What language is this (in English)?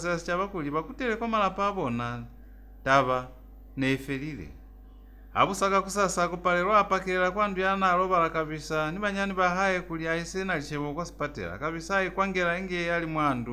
Lozi